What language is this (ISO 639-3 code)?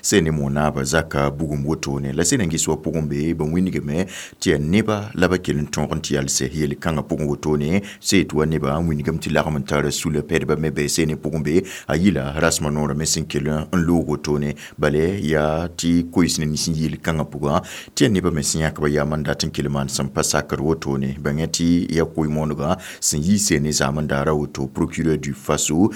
mos